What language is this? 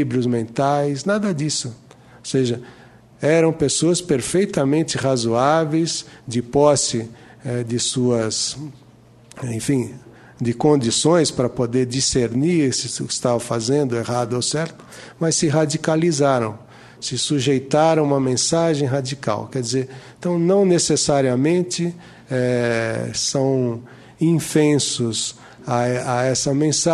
Portuguese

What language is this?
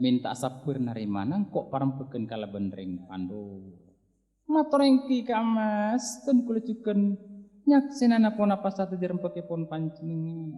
Madurese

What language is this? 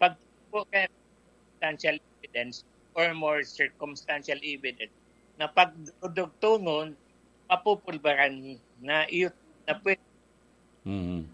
Bikol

